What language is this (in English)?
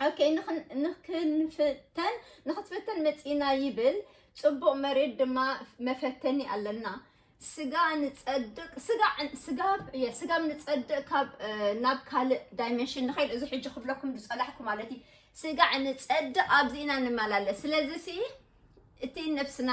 Tigrinya